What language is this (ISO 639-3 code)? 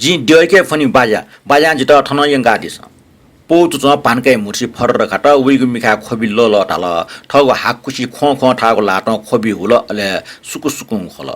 new